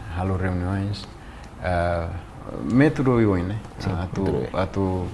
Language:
Tetum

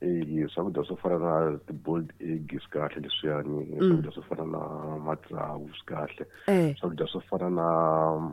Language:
Tsonga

